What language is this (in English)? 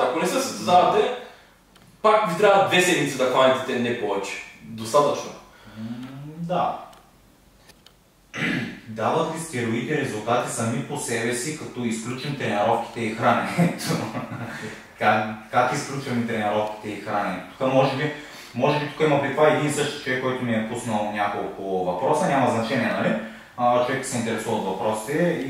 Bulgarian